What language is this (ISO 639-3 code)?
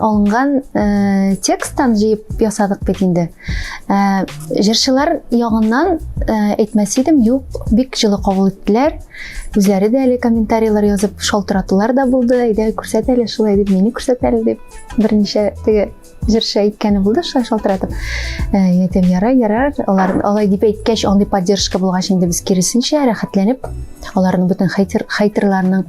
tat